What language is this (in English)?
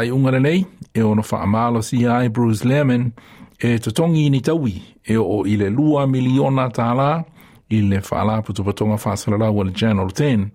Samoan